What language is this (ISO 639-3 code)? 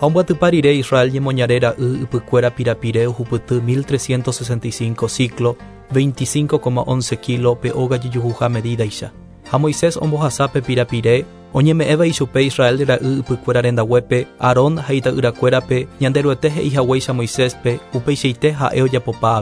grn